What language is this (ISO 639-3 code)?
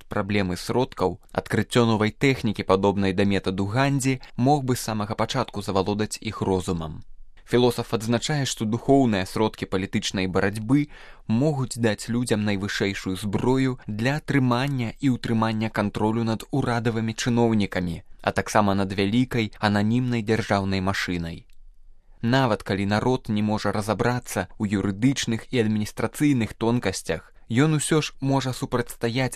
bel